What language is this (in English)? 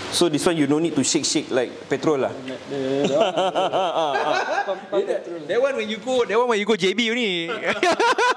English